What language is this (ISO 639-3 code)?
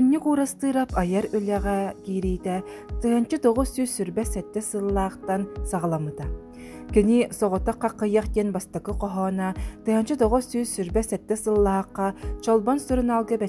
sah